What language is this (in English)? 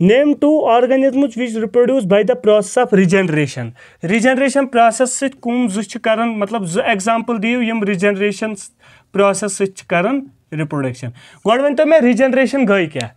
Kashmiri